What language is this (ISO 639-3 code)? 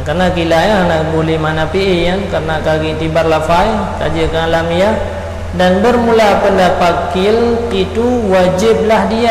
ace